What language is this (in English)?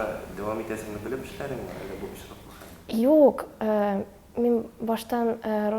Tatar